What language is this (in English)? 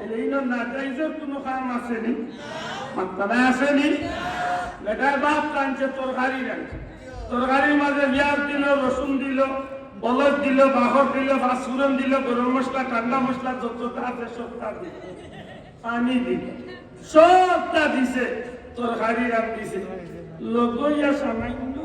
Sylheti